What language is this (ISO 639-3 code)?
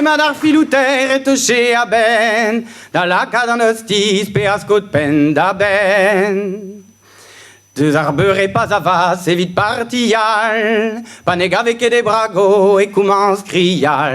bre